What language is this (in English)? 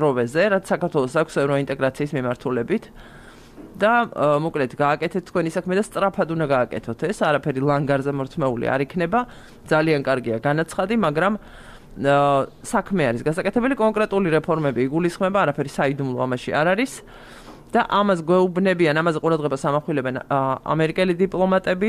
Georgian